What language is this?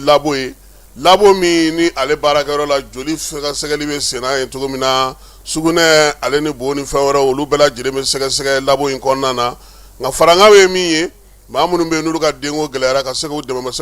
Bambara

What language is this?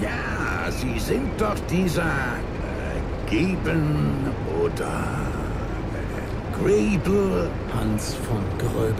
Bavarian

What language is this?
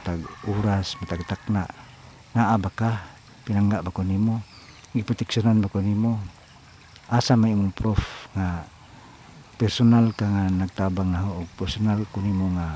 Cebuano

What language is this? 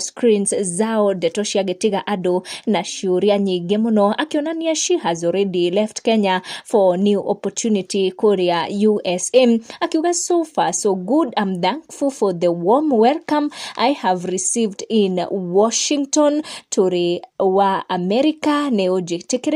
Kikuyu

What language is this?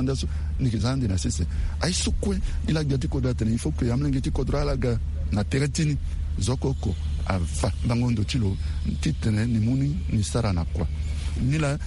Sango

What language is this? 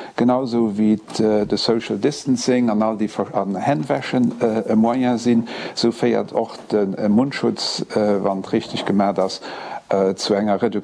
Luxembourgish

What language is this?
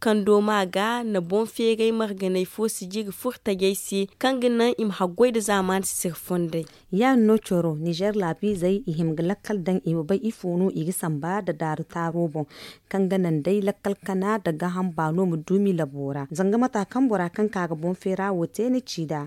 Zarma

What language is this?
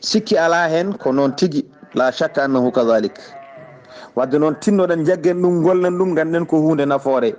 Fula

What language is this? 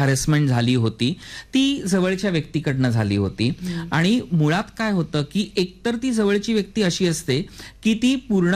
Marathi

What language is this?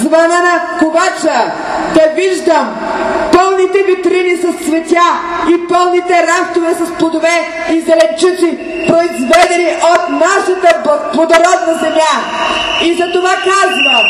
Bulgarian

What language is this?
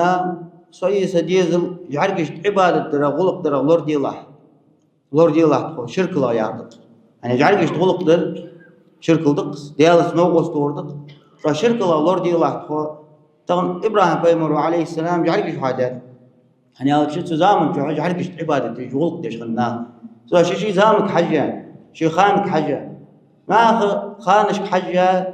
Ingush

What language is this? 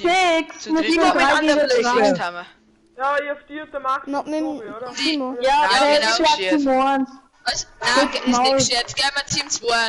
Bavarian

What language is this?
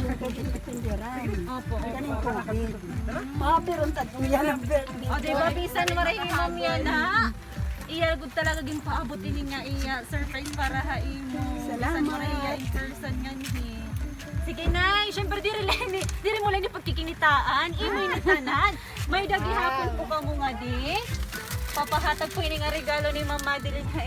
Waray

